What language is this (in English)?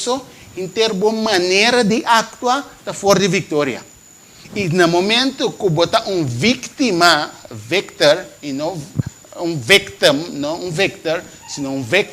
Papiamento